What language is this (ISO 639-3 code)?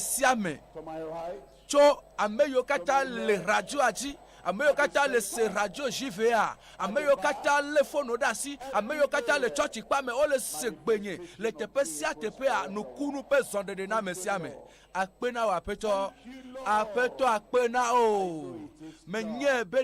ewe